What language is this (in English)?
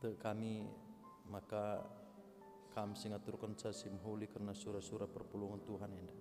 Batak Karo